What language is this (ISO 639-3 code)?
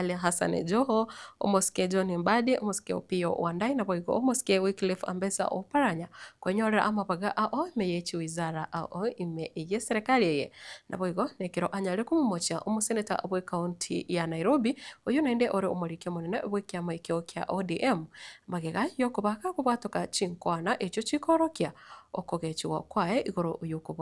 guz